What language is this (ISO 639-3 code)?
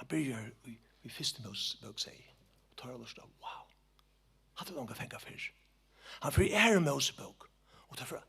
fao